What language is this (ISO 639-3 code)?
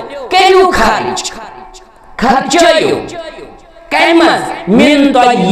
kas